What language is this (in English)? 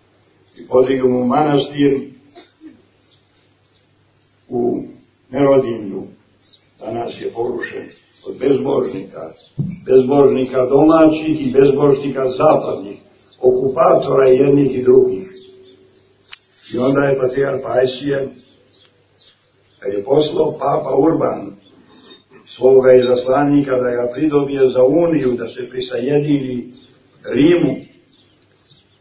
Serbian